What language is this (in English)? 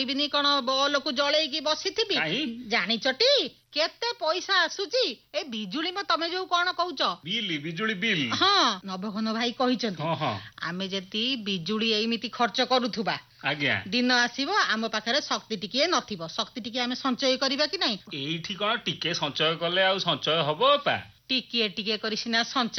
Odia